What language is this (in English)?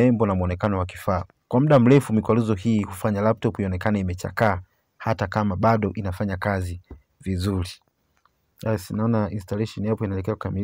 Swahili